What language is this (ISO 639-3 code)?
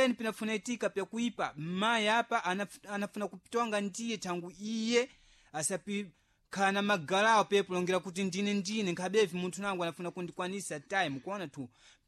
seh